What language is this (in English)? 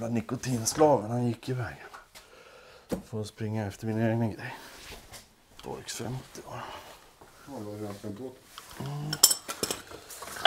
Swedish